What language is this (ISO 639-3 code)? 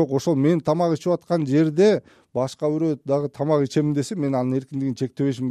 kir